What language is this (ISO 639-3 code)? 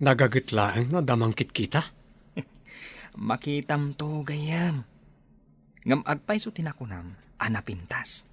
ilo